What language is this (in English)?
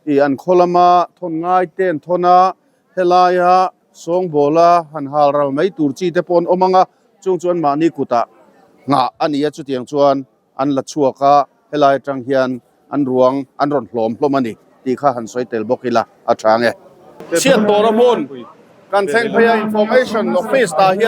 Mizo